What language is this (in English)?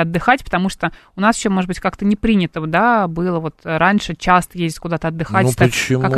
Russian